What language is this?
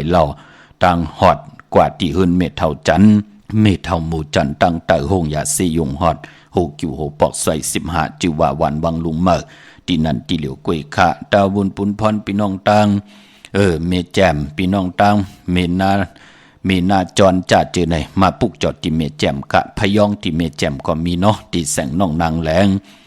Shan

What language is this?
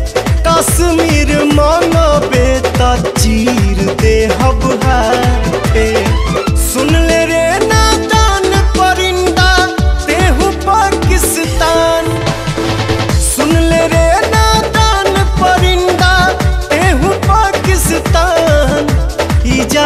Bhojpuri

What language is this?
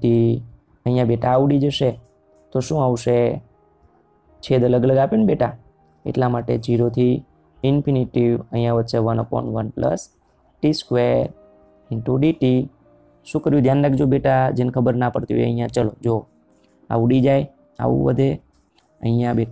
Gujarati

